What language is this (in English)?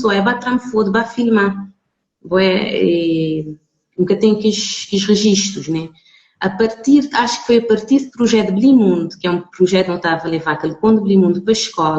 Kabuverdianu